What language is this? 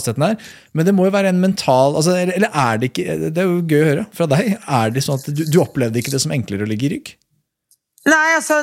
Norwegian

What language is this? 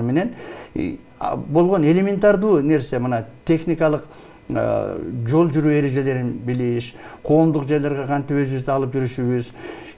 Kyrgyz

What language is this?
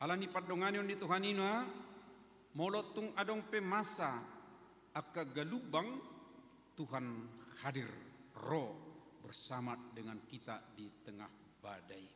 Batak Toba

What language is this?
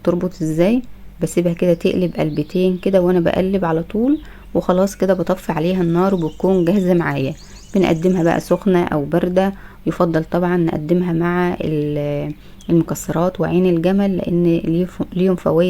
Egyptian Arabic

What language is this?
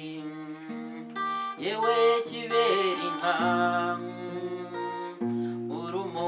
Kinyarwanda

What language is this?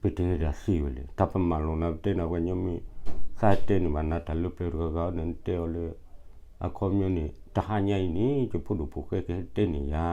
S'gaw Karen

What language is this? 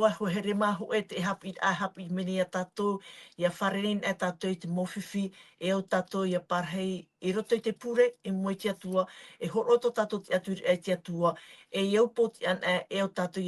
Tahitian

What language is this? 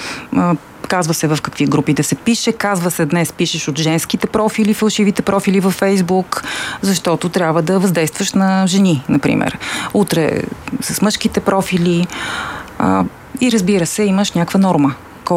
Bulgarian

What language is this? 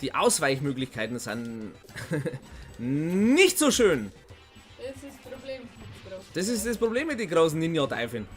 Bavarian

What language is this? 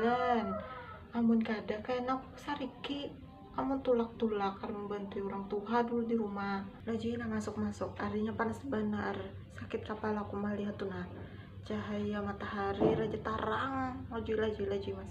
Banjar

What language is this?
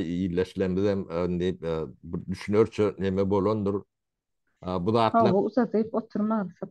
Turkmen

